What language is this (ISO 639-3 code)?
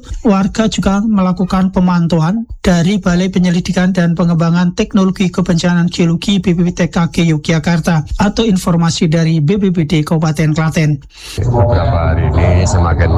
ind